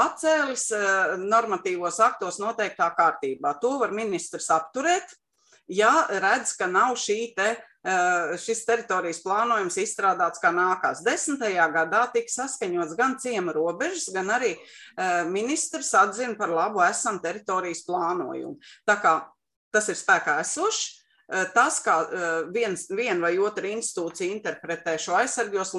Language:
Latvian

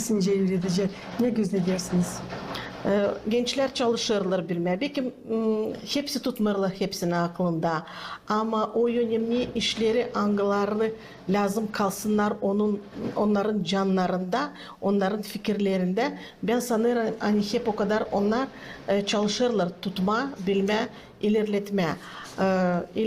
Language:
Gagauz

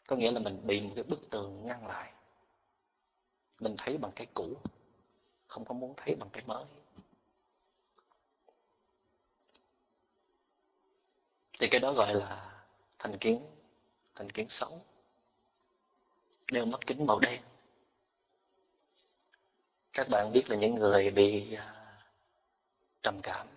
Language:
Vietnamese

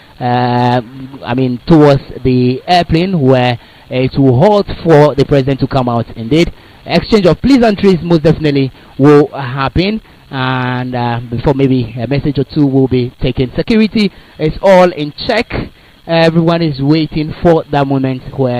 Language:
Ewe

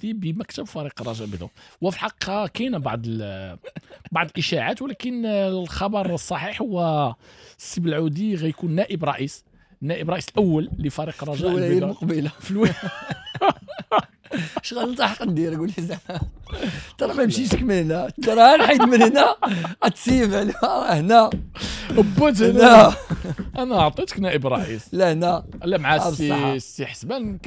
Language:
Moroccan Arabic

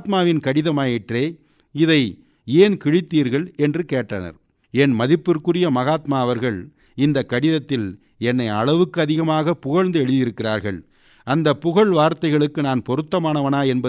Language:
Tamil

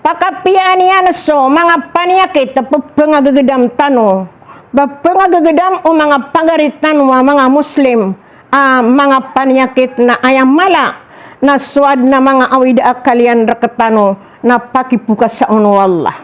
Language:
Maranao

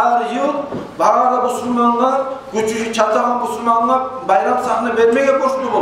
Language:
Kumyk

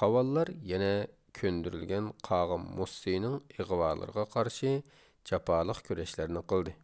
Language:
Uyghur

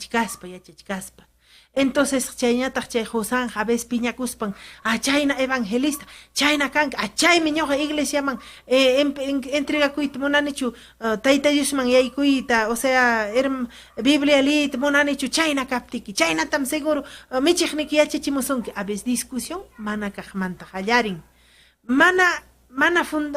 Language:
Ayacucho Quechua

